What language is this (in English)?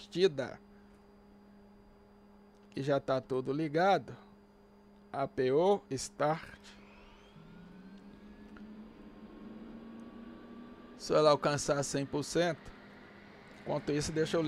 Portuguese